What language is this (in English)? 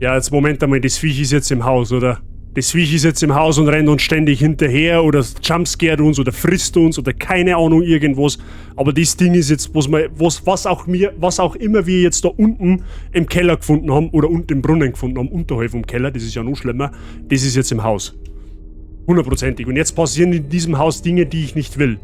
Bavarian